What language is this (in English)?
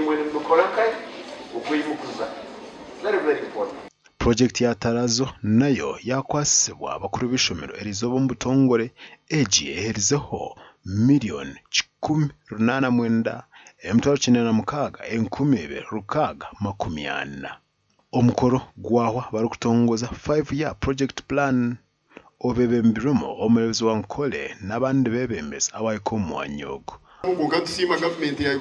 Nyankole